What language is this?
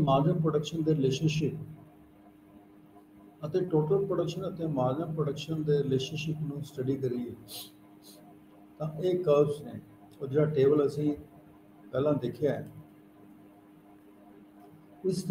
Punjabi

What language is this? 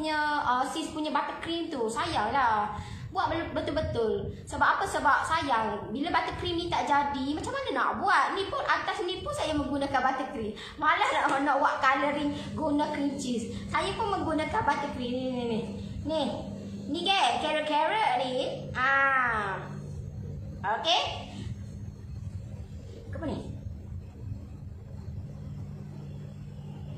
Malay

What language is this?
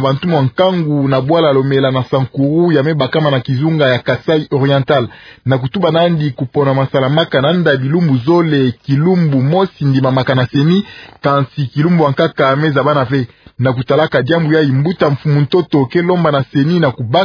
Kituba (Democratic Republic of Congo)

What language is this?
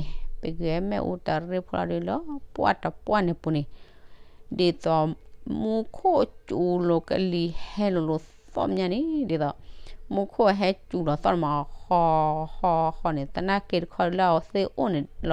S'gaw Karen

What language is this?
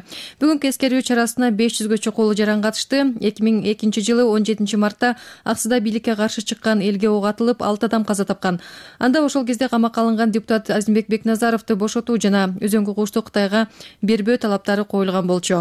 Kyrgyz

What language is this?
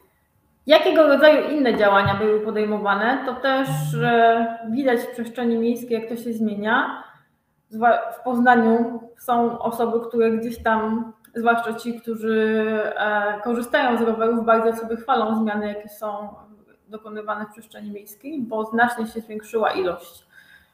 Polish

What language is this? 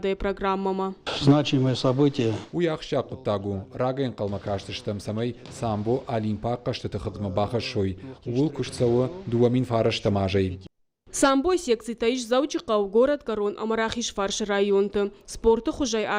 Ossetic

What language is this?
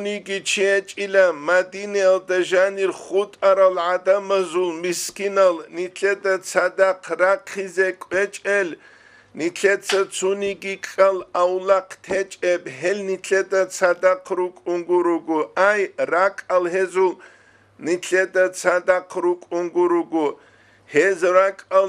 Avaric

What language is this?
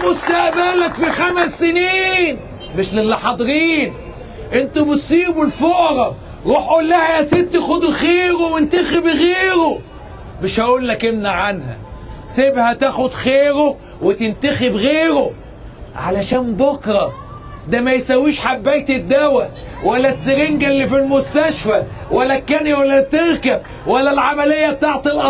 Egyptian Arabic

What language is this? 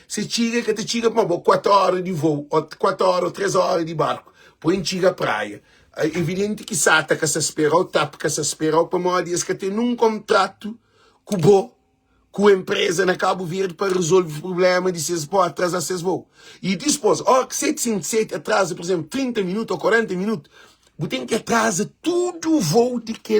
Kabuverdianu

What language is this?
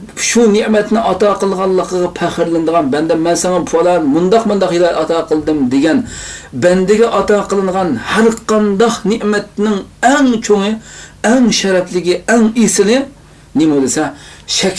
Uyghur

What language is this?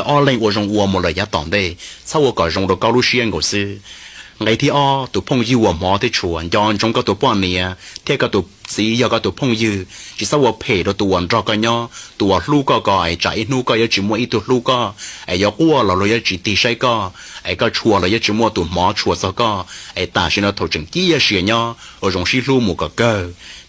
Hmong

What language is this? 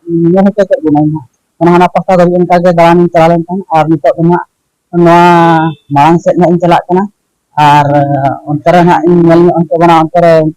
Santali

